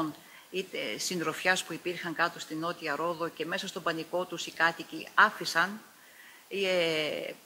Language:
Greek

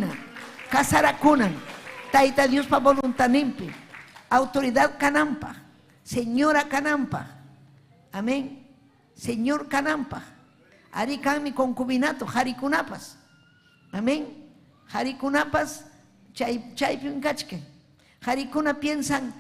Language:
Ayacucho Quechua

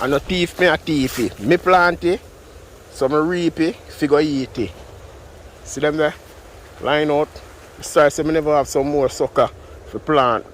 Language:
Jamaican Creole English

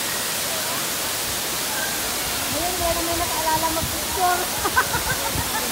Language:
Filipino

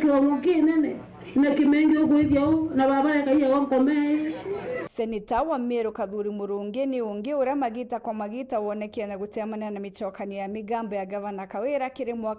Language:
Meru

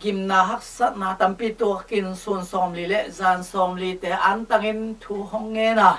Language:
Tedim Chin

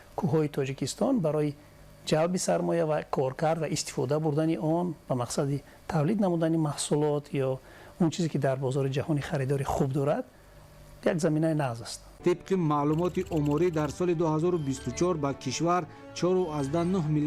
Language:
Tajik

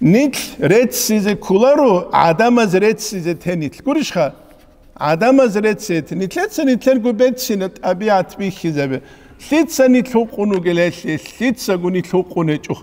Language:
Avaric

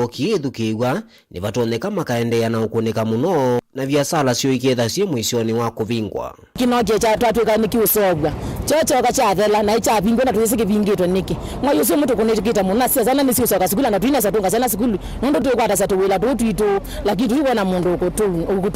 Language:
Kamba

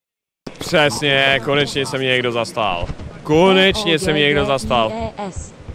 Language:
Czech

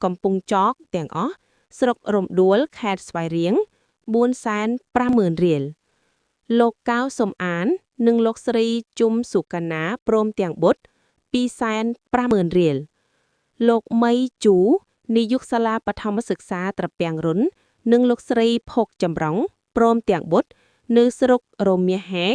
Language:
Khmer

